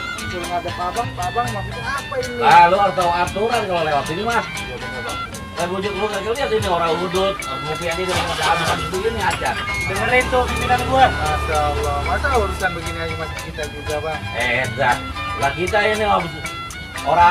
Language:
Betawi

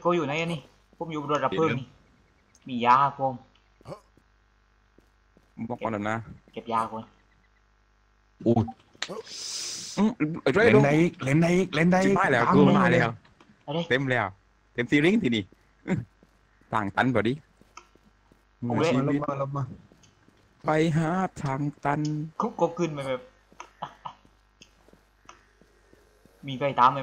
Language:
Thai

